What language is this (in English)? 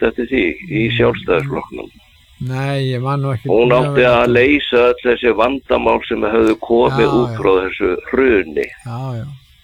Icelandic